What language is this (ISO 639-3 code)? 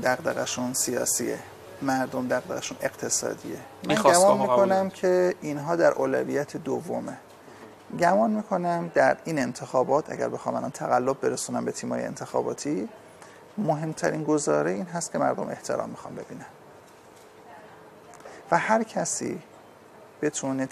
fas